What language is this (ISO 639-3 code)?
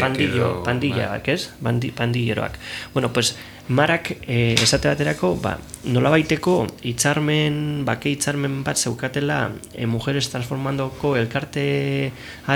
eus